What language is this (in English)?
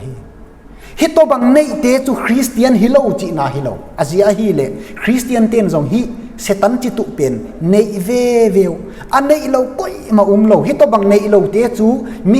Tedim Chin